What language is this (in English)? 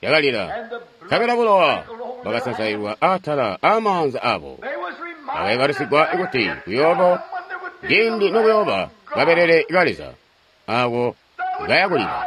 Tonga (Zambia)